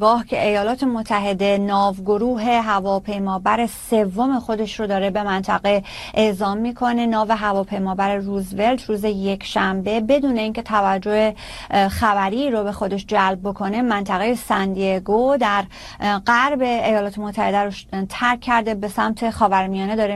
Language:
Persian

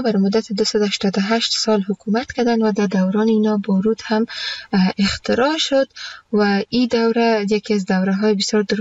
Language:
Persian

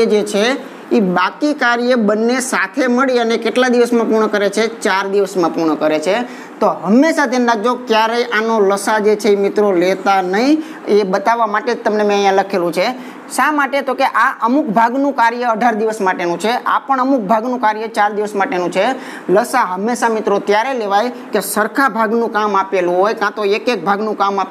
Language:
Gujarati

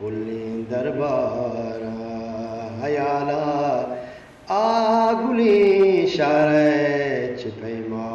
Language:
Eastern Balochi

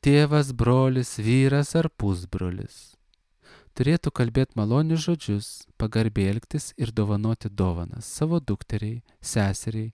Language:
Lithuanian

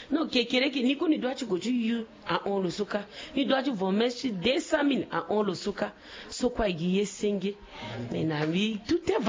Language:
Sango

